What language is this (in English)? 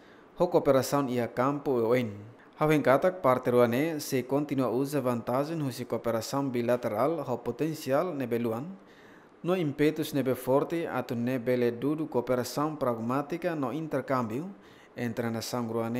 Tetum